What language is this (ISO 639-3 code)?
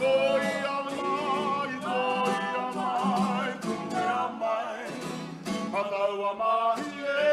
mri